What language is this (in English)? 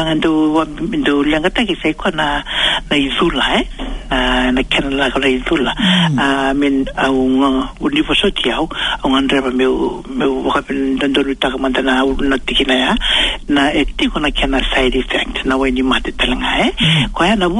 Fijian